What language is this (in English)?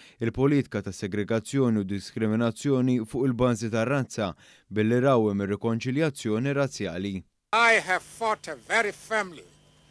Maltese